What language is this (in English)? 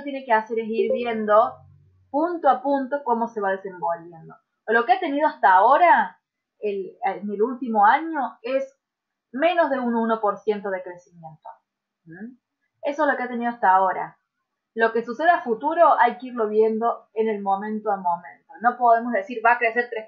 Spanish